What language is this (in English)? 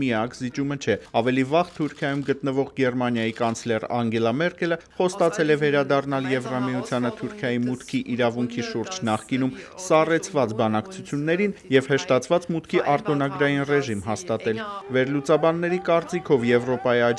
Armenian